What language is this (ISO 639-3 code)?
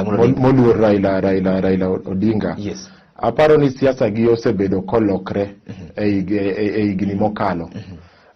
luo